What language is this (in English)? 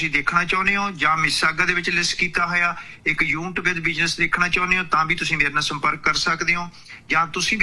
Punjabi